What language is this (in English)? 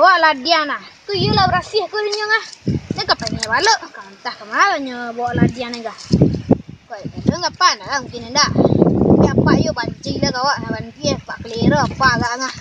Minangkabau